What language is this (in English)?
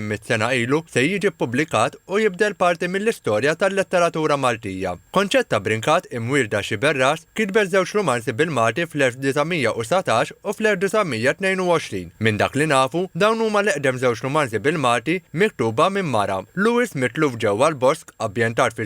Maltese